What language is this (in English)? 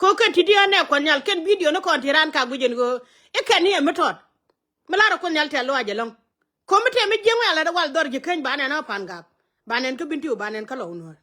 Nuer